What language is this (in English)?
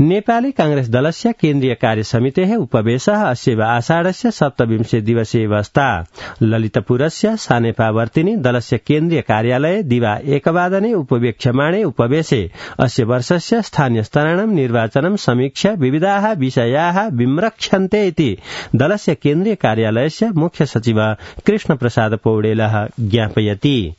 Sanskrit